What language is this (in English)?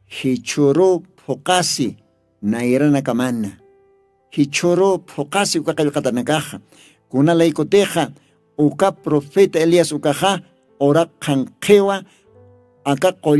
Aymara